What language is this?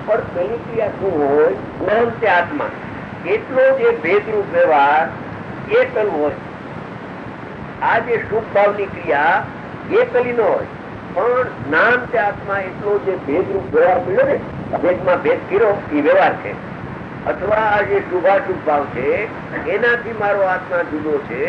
Gujarati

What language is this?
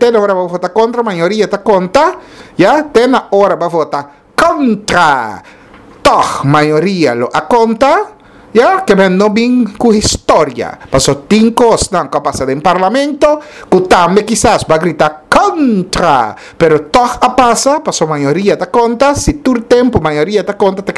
Papiamento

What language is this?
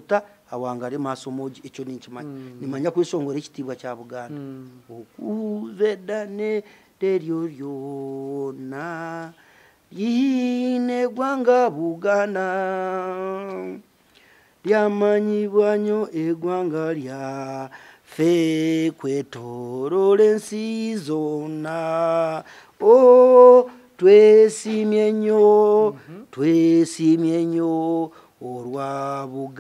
Nyankole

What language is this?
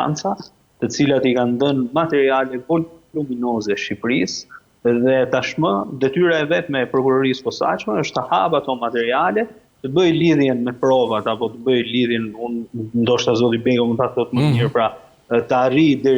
Albanian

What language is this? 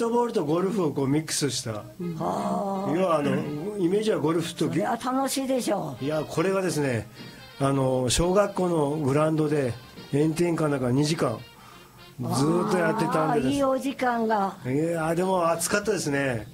Japanese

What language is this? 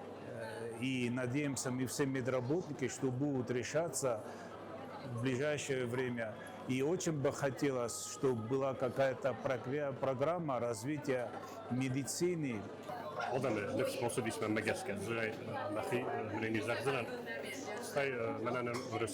Ossetic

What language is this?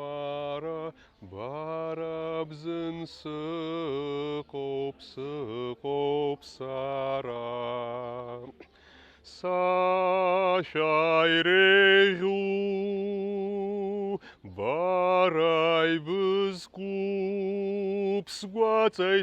Abkhazian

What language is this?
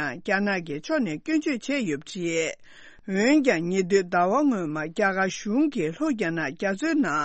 Tibetan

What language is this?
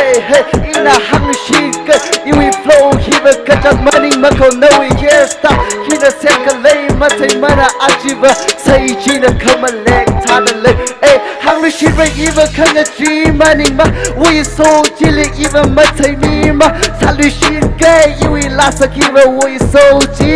Tangkhul Naga (India)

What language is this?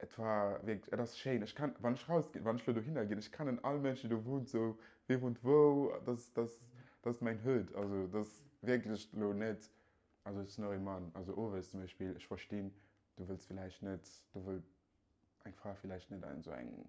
Luxembourgish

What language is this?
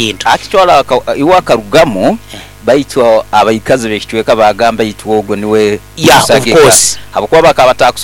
Nyoro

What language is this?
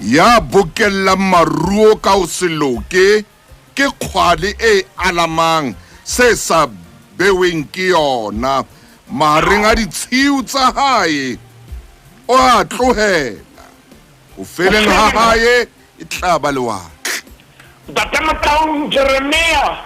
Southern Sotho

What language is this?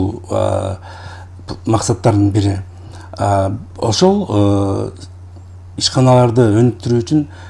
Kyrgyz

